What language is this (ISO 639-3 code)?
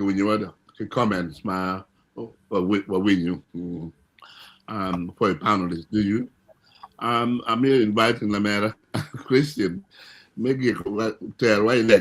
ach